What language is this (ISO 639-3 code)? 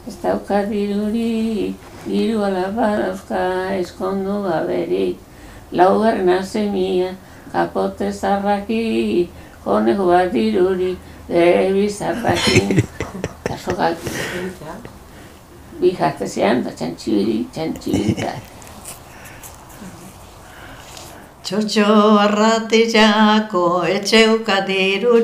eus